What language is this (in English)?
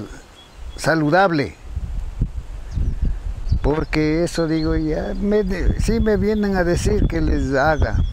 Spanish